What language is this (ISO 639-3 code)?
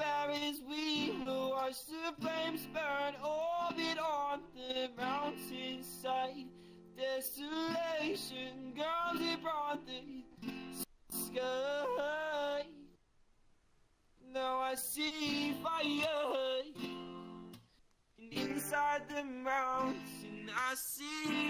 eng